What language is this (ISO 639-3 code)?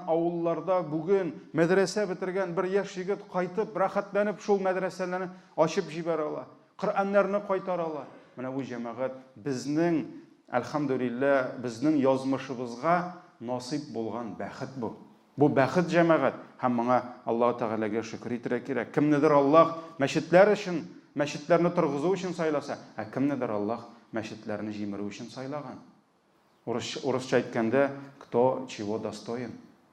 tat